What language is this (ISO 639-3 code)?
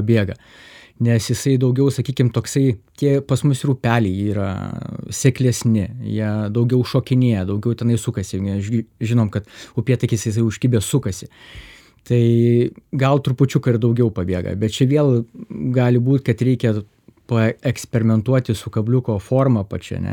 lit